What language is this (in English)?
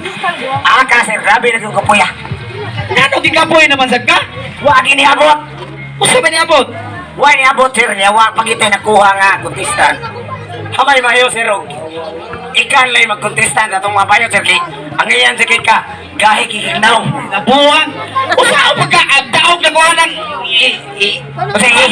Cebuano